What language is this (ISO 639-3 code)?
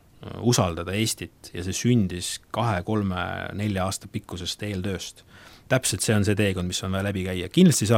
est